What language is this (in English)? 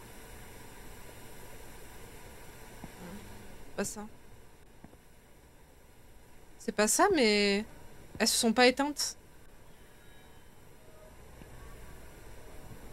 French